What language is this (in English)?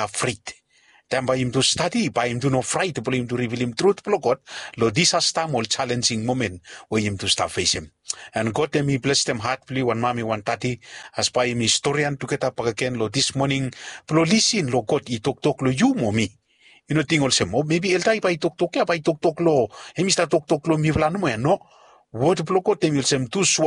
Bislama